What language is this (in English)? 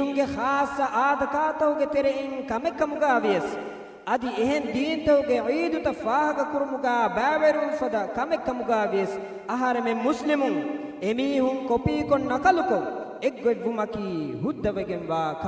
Divehi